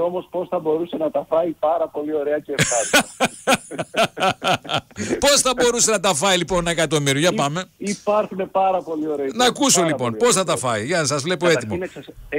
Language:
Greek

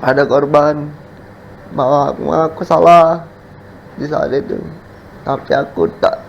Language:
Musi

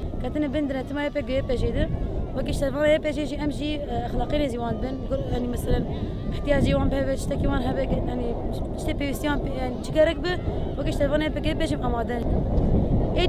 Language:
Kurdish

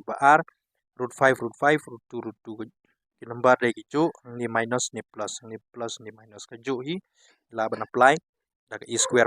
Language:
Khasi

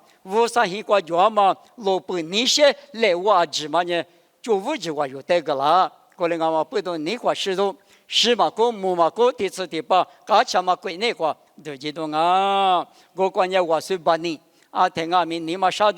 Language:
Lisu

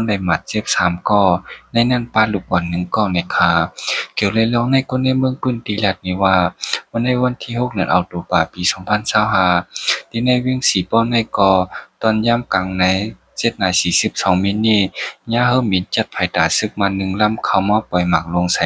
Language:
Shan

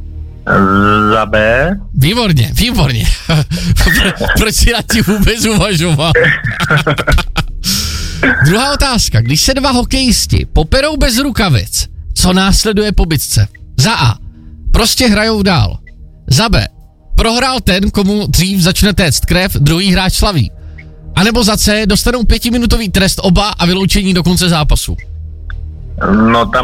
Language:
Czech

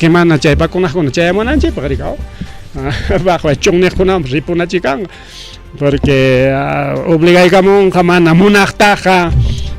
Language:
Ayacucho Quechua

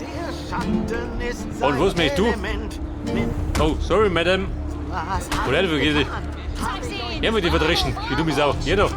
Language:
Bavarian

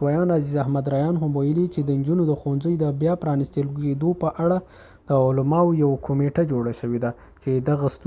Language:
Pashto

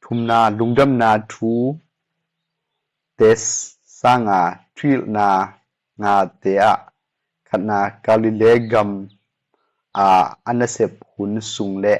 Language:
Tedim Chin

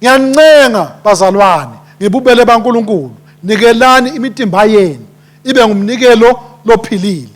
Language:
Swati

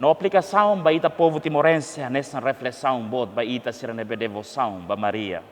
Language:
Tetum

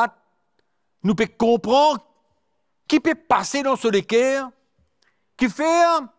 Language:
Morisyen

